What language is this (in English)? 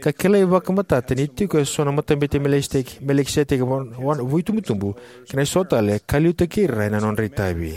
Fijian